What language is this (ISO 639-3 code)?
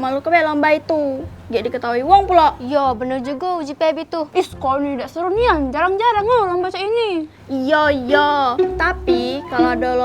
mui